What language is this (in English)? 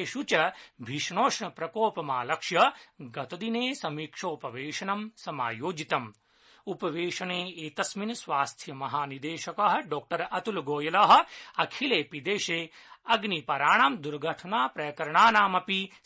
Sanskrit